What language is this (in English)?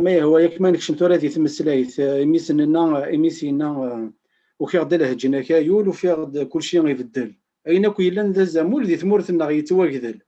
Kabyle